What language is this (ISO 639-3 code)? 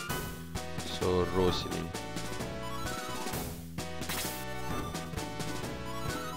msa